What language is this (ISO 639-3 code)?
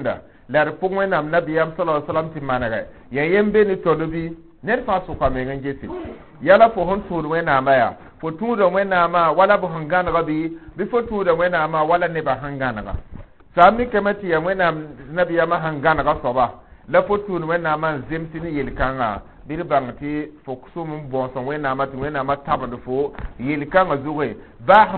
mos